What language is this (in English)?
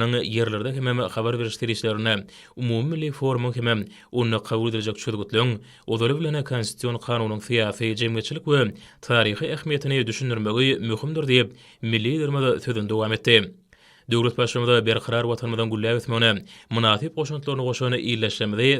Turkmen